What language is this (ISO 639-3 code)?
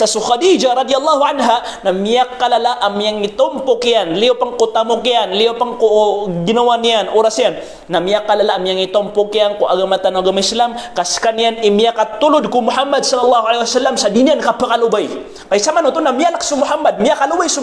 mrw